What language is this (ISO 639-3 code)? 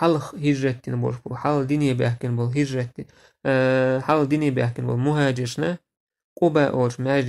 che